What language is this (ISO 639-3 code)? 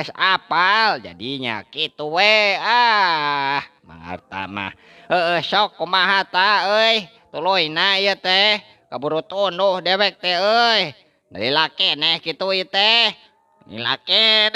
sun